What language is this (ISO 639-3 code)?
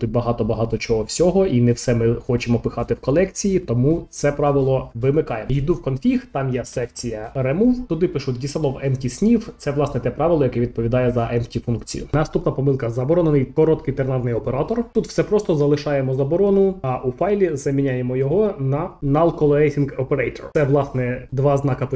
ukr